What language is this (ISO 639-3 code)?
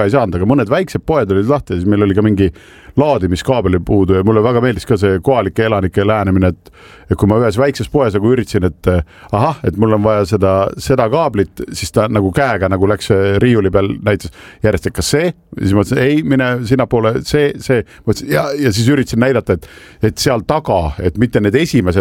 est